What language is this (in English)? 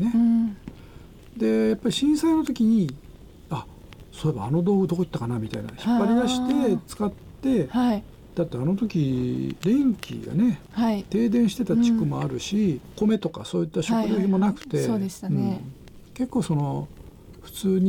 Japanese